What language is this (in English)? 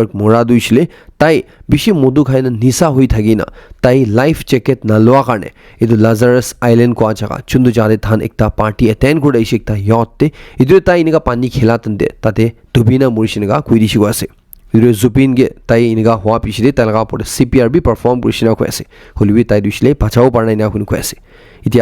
Naga Pidgin